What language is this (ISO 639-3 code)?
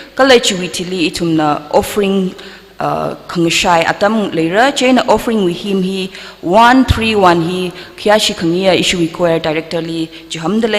nmf